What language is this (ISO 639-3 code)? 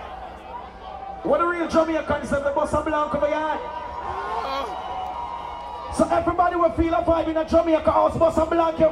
eng